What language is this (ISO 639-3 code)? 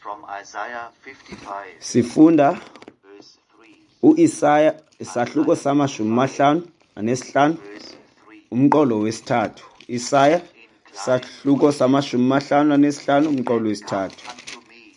xho